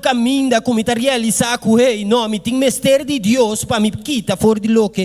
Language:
Papiamento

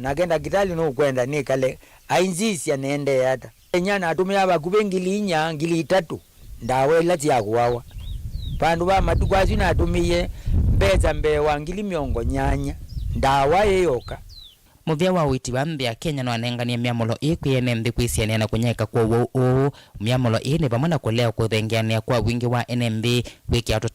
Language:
Kamba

